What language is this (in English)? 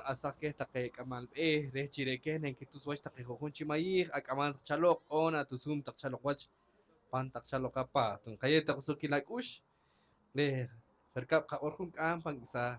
Poqomchi'